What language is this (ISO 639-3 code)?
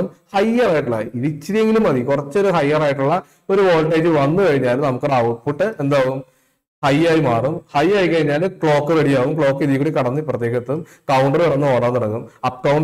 mal